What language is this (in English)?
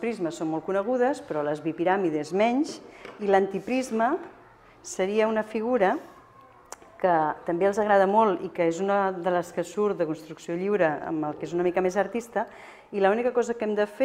Catalan